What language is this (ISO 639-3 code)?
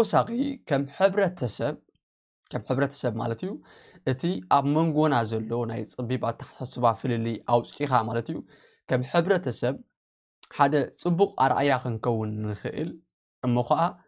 tir